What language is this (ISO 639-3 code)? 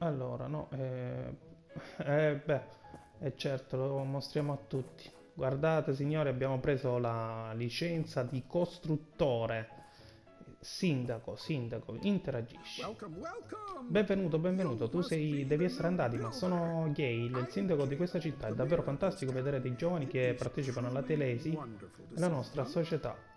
ita